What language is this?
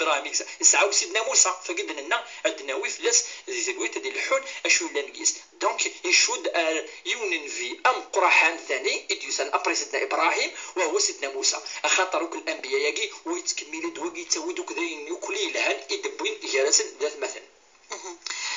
Kabyle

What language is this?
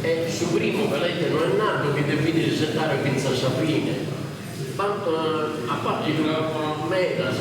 Sardinian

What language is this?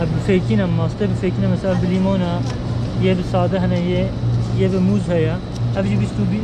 Kurdish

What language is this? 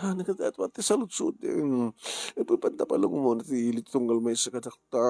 Iloko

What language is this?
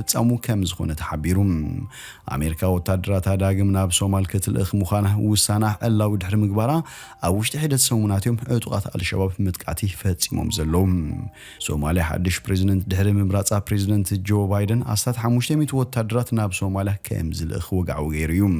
Tigrinya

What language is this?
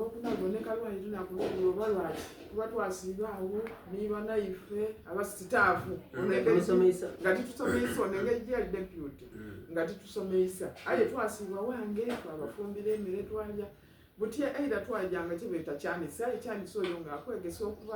Soga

